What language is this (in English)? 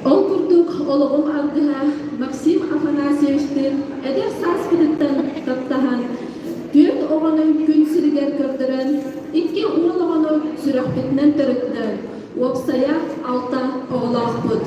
Yakut